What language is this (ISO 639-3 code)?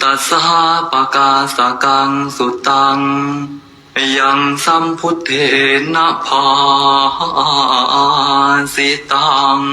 pli